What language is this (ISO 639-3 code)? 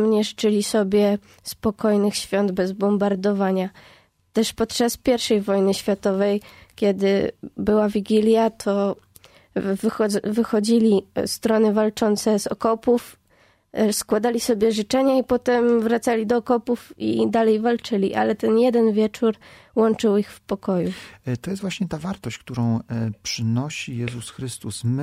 pol